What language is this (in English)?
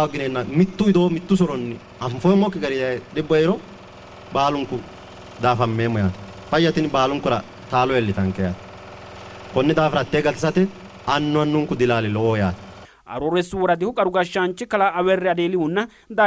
Sidamo